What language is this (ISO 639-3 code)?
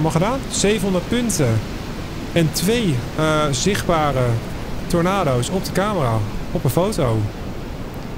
nld